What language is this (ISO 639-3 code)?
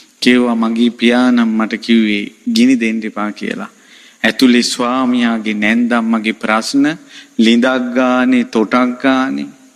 sin